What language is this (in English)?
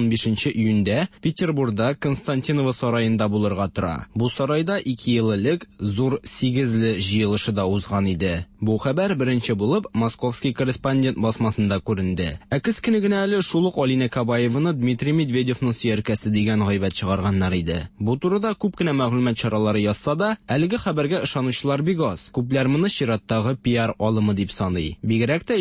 Tatar